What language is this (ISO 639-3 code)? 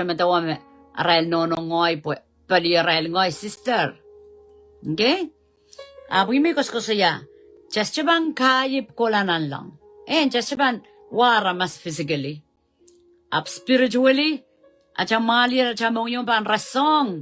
pon